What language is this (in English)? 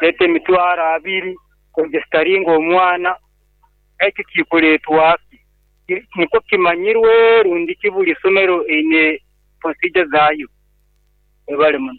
Nyoro